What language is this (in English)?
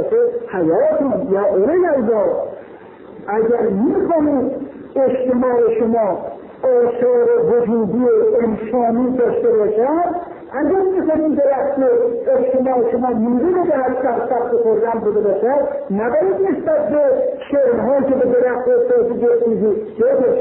Persian